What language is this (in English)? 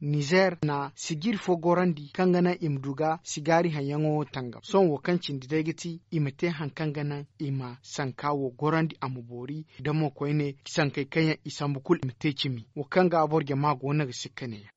Zarma